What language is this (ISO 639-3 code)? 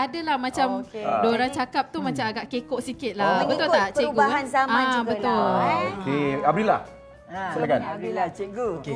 msa